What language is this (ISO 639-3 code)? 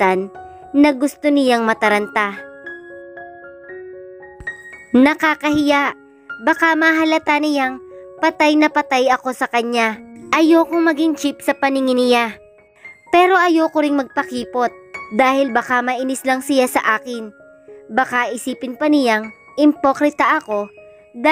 fil